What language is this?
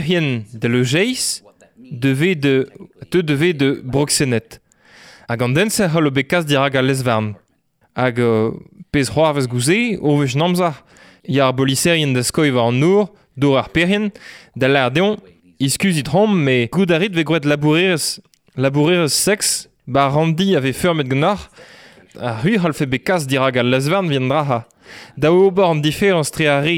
Breton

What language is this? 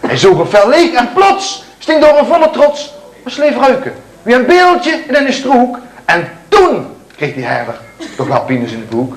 Limburgish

